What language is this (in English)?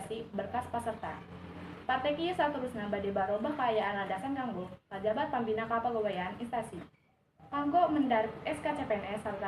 Sundanese